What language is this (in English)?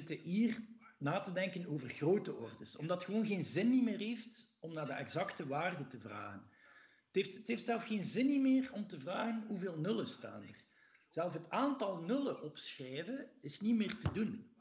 Dutch